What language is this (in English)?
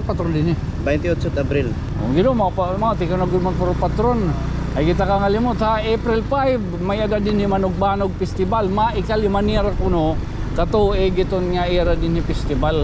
Waray